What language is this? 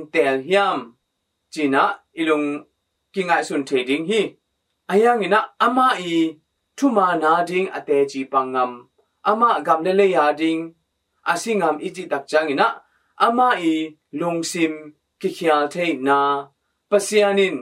Tedim Chin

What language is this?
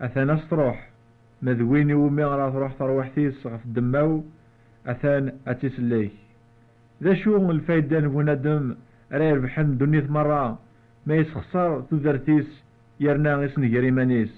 Kabyle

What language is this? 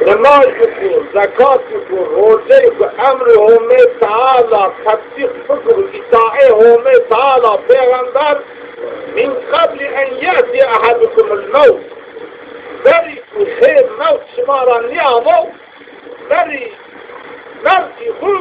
Zaza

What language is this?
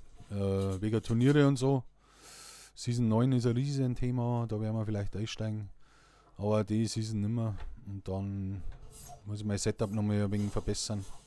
Bavarian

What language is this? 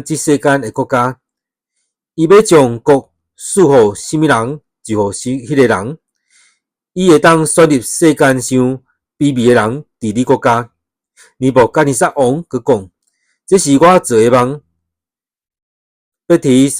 Min Nan Chinese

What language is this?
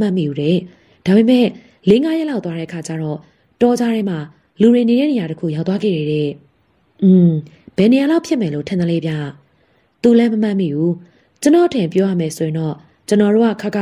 Burmese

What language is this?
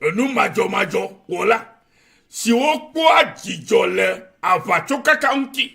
Ewe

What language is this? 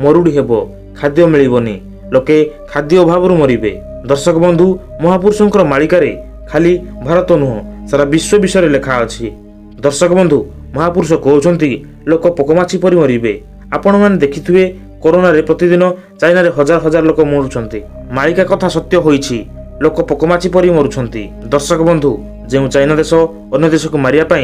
Odia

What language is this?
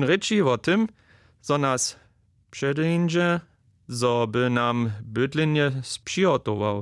Upper Sorbian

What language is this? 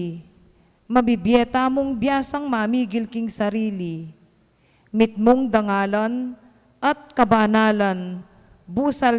Pampanga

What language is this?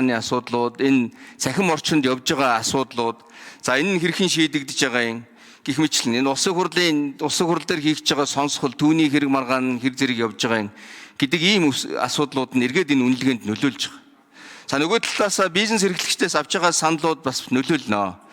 Mongolian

